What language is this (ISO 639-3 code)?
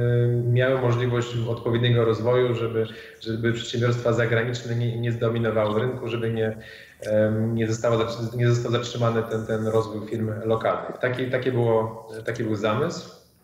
pol